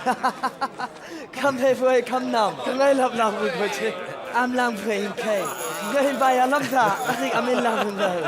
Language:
Chang Naga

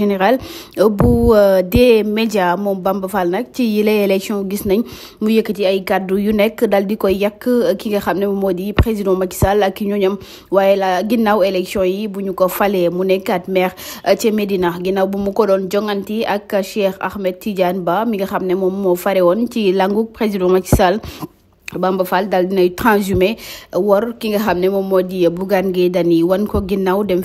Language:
Wolof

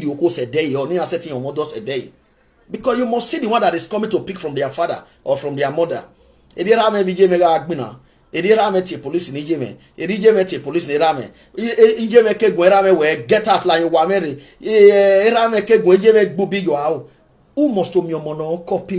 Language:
Nigerian Pidgin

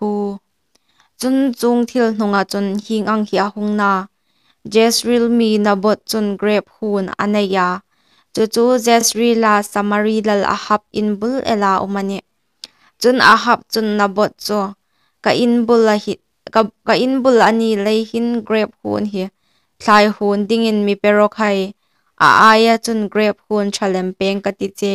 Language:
Hmar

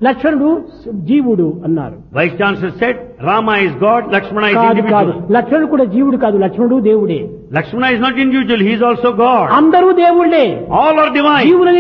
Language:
Telugu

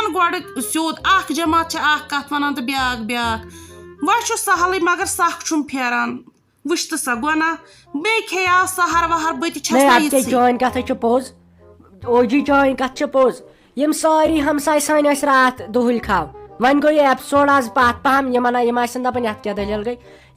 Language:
Kashmiri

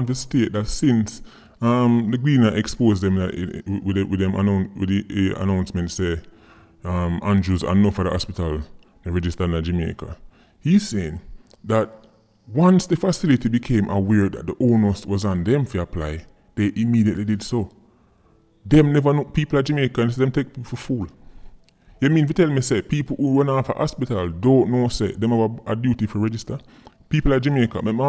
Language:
Jamaican Creole English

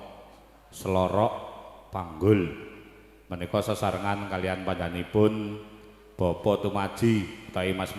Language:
Javanese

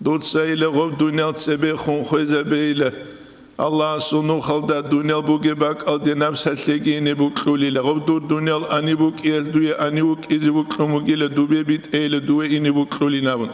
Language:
Avaric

